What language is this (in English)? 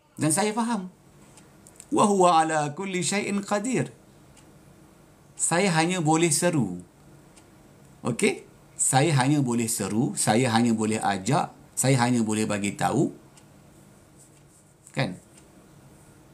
Malay